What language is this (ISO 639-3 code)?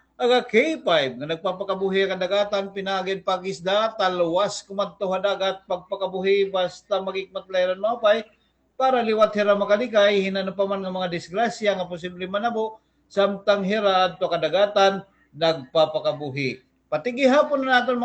war